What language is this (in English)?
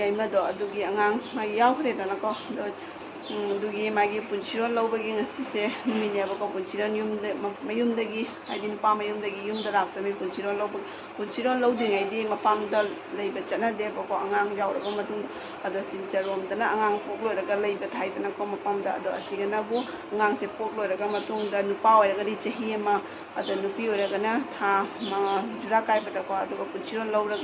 Manipuri